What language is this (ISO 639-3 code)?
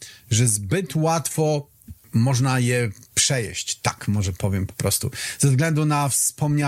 pol